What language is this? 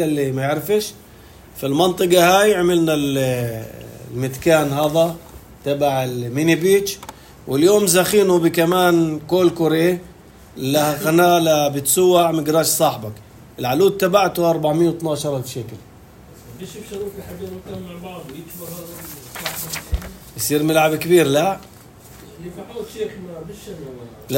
North Levantine Arabic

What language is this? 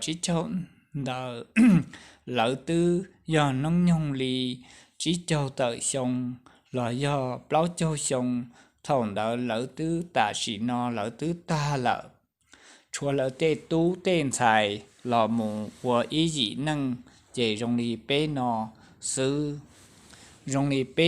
Hmong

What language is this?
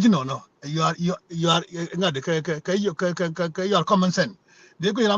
Nuer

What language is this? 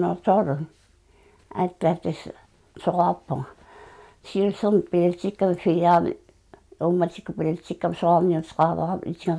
Kalaallisut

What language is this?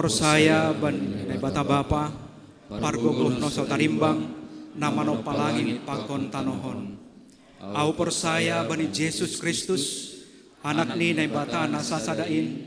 Batak Simalungun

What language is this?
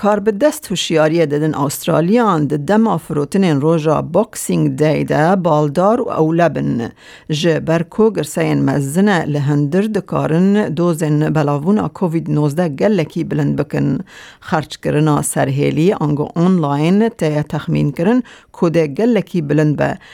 Kurdish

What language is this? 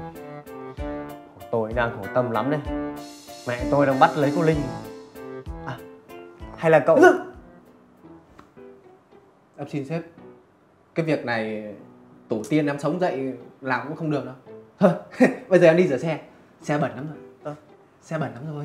Vietnamese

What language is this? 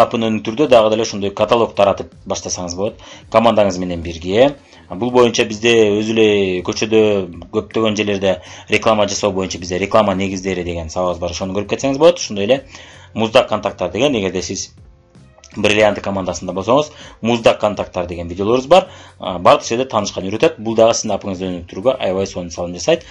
Kyrgyz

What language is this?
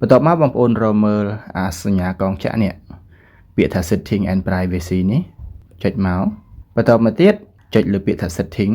Khmer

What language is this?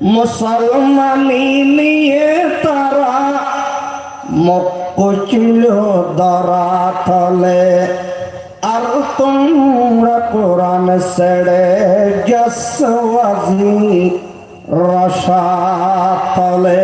Rohingya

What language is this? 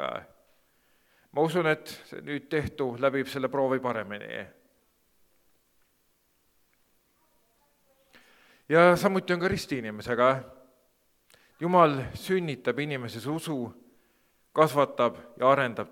Estonian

